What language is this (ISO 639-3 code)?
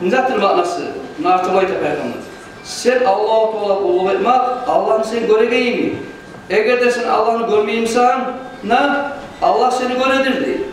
kum